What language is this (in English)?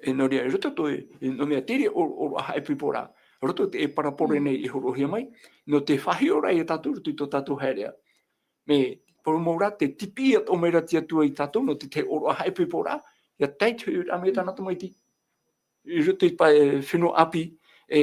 Tahitian